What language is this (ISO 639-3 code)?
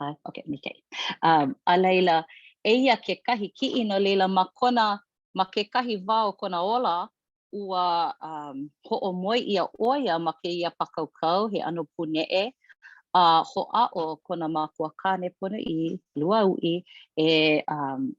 haw